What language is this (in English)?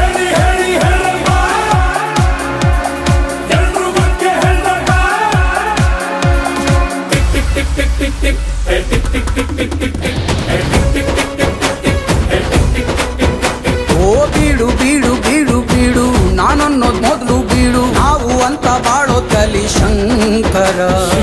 Kannada